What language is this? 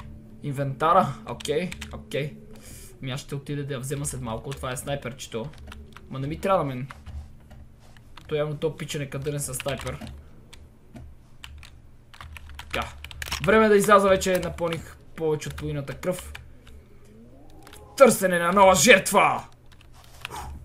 Bulgarian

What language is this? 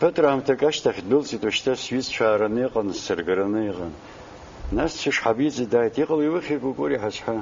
Abkhazian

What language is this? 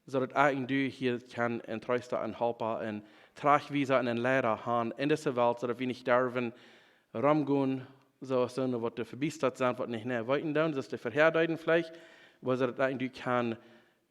Plautdietsch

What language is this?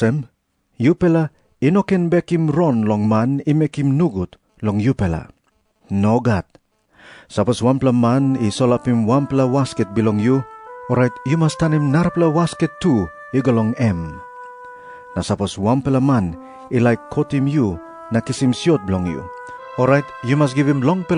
Tok Pisin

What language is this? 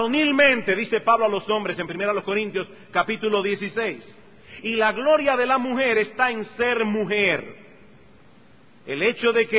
Spanish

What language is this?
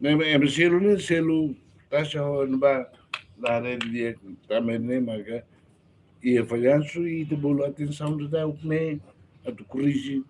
Tetum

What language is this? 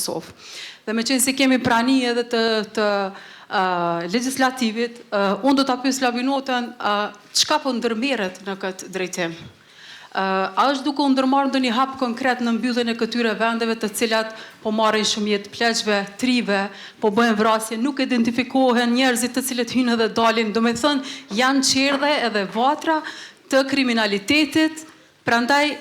Albanian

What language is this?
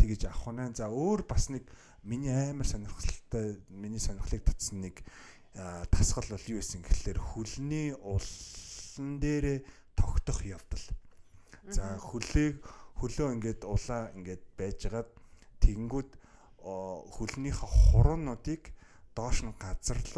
Mongolian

